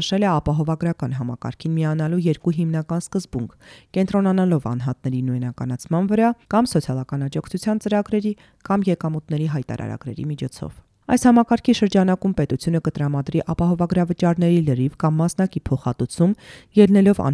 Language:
Armenian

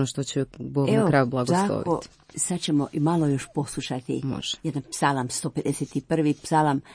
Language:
Croatian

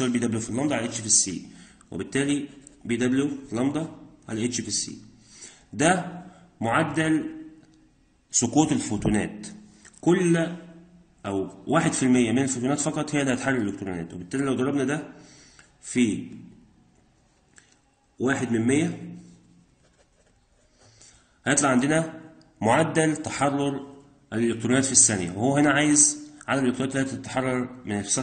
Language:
Egyptian Arabic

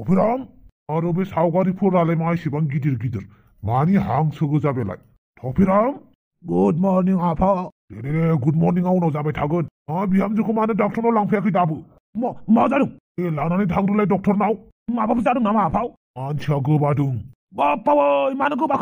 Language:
Bodo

